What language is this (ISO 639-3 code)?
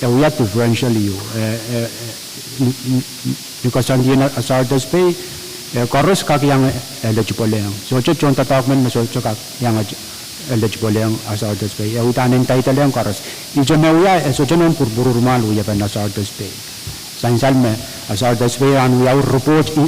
pon